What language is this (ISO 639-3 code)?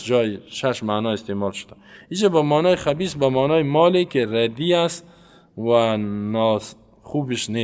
fas